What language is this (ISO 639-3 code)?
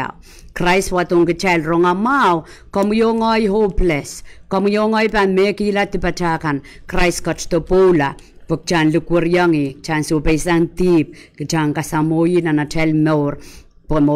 pon